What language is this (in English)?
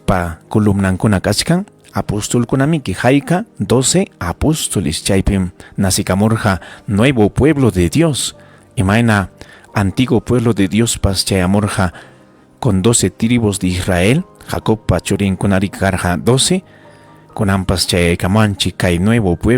Ayacucho Quechua